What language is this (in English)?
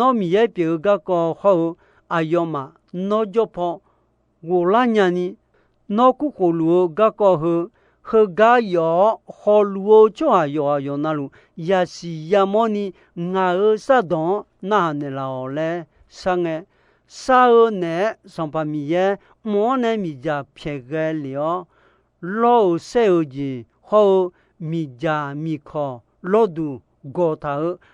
Akha